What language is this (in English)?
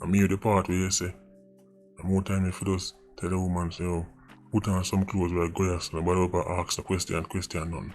Jamaican Creole English